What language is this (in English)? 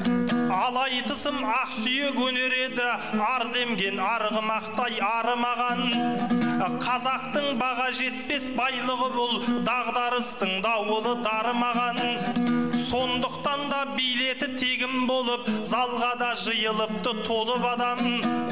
Kazakh